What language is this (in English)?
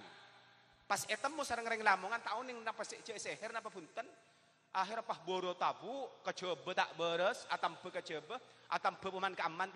Madurese